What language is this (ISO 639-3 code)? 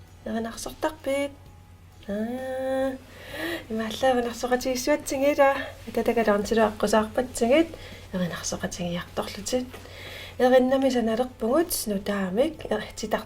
kal